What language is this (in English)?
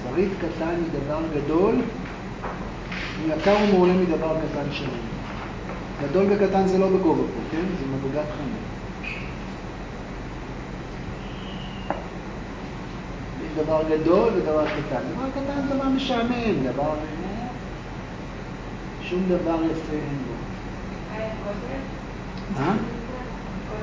Hebrew